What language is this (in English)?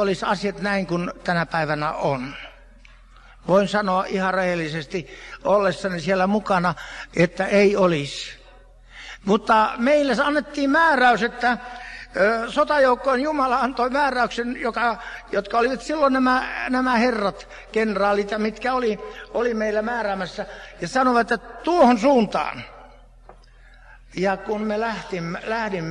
Finnish